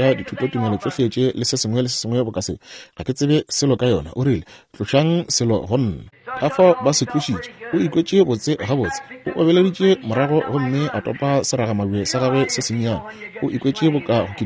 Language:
Northern Sotho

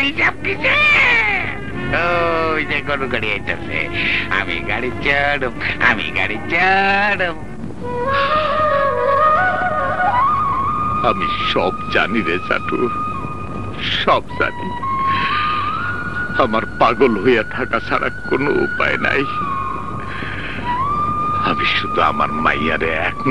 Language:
Bangla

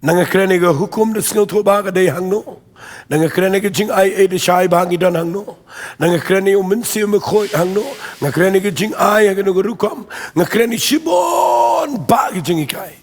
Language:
Khasi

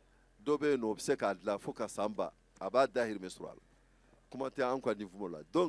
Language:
Bambara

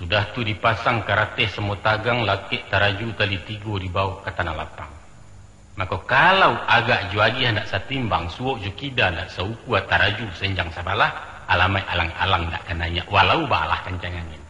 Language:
Minangkabau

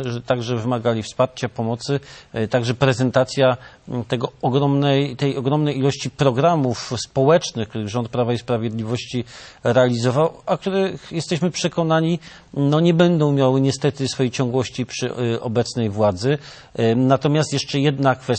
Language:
Polish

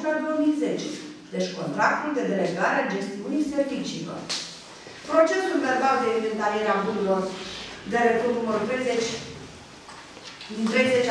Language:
Romanian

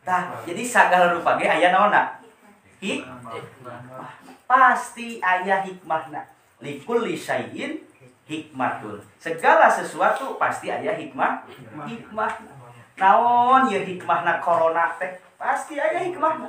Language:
Sundanese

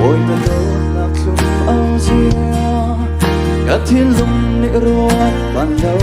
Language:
Hakha Chin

